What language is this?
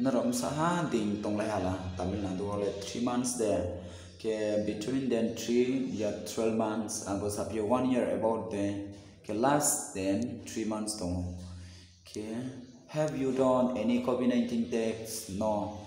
Riang (India)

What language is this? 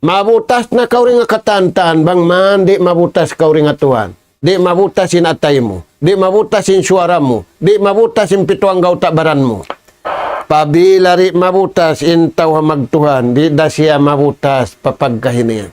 Tausug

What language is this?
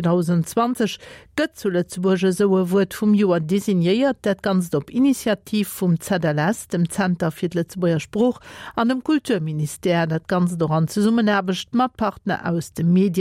Luxembourgish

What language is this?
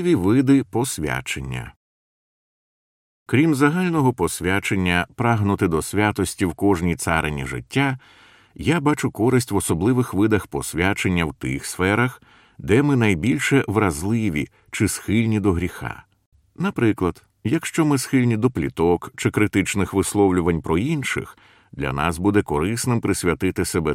Ukrainian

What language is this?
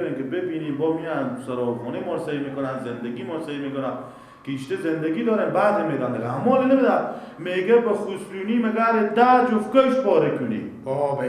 Persian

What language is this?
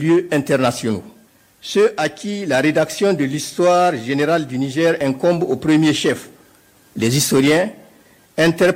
French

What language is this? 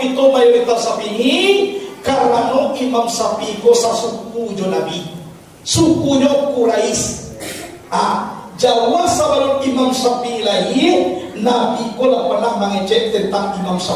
Minangkabau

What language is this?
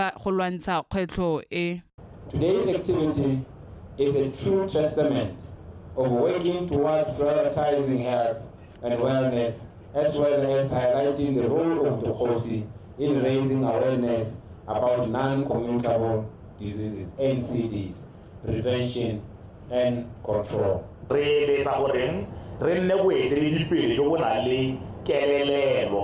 Tswana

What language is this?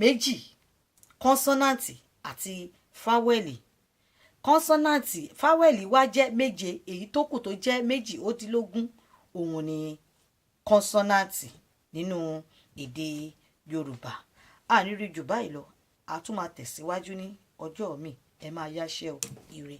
Yoruba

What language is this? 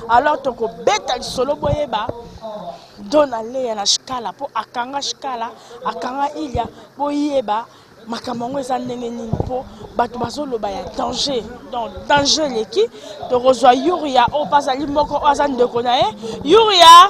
Lingala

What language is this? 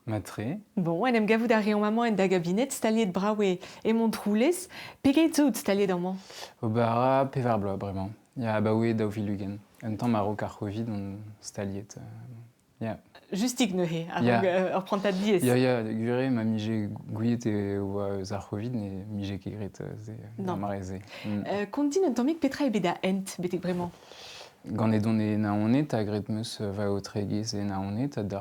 Breton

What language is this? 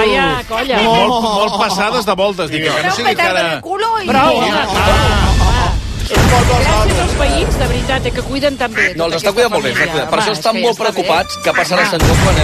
Catalan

